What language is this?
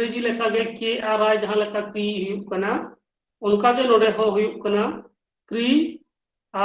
Santali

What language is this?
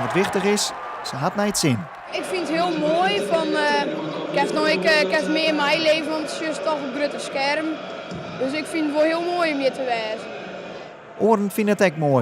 Western Frisian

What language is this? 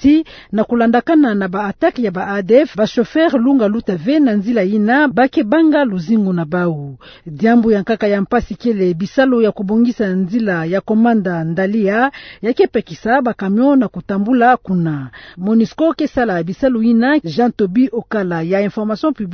Kituba (Democratic Republic of Congo)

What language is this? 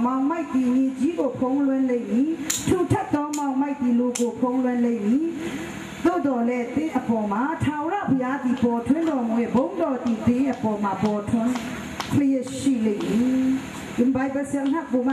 Falam Chin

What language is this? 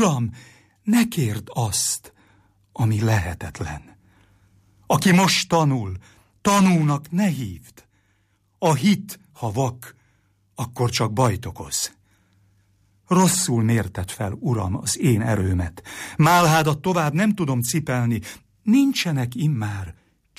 Hungarian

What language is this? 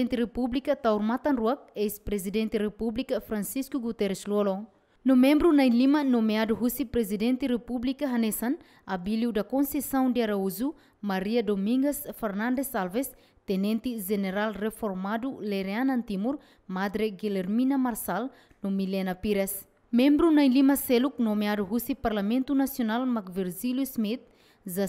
Tetum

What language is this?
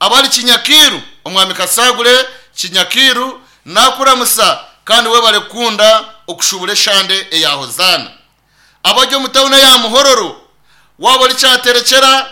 Nyankole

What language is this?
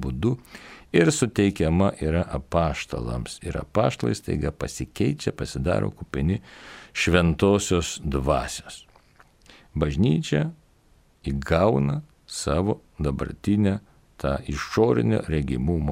Lithuanian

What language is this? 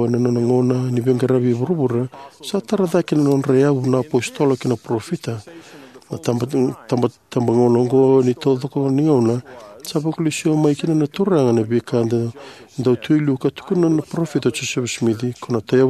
Fijian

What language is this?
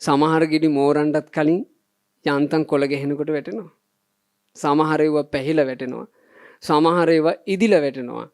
Sinhala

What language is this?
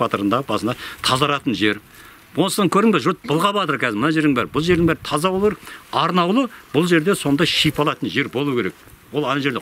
Kazakh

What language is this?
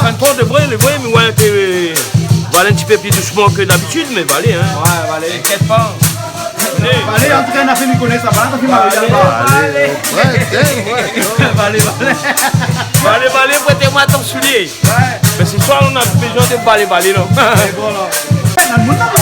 Réunion Creole French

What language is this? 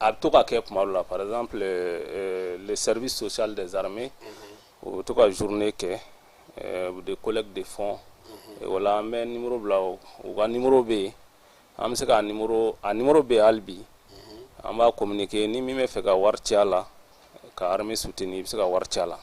Bambara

